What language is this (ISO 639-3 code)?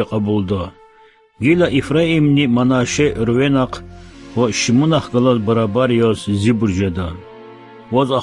lez